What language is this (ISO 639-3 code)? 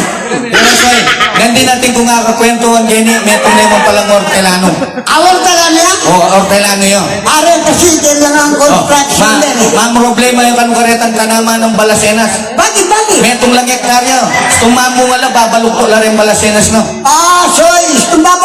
pam